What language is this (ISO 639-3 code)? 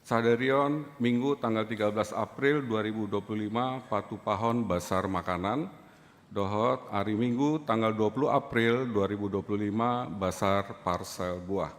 bbc